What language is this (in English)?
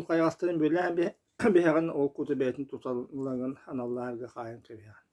Yakut